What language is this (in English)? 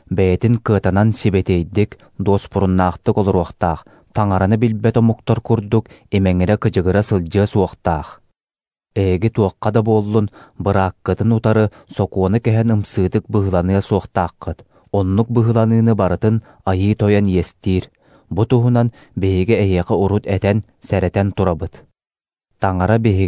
Yakut